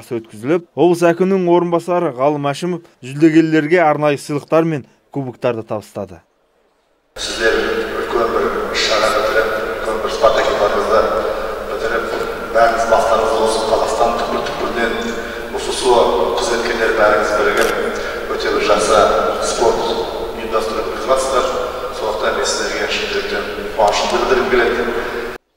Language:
Kazakh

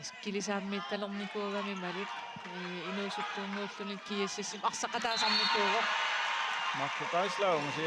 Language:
Kalaallisut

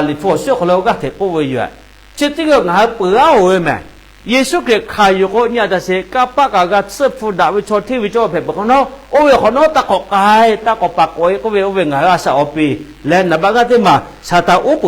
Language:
Lahu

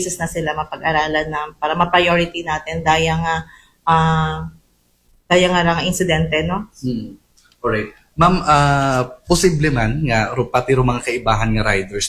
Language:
Aklanon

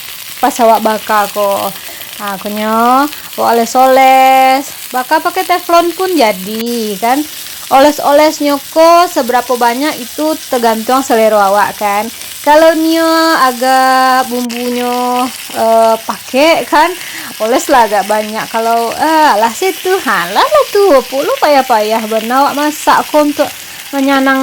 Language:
Minangkabau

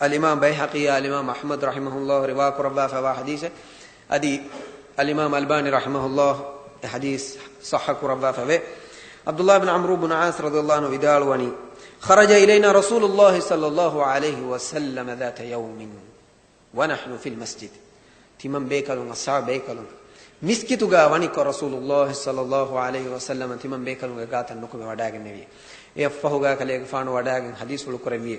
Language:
Divehi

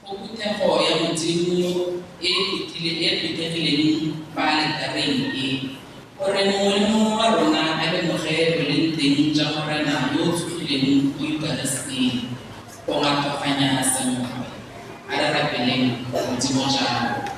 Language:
Tswana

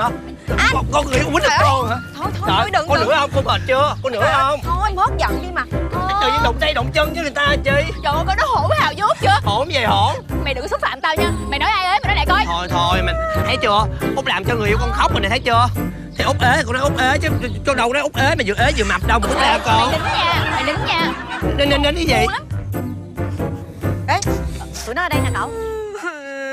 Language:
Vietnamese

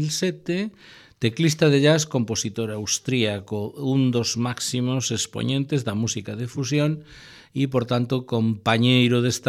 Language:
Galician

